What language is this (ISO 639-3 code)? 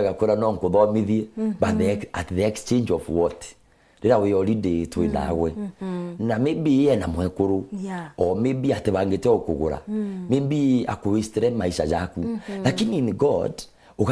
mer